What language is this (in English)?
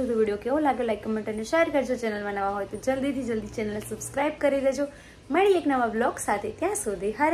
Gujarati